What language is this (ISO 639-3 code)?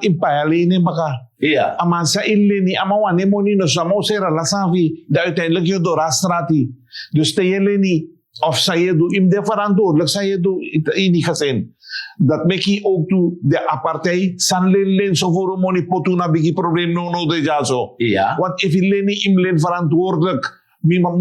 srn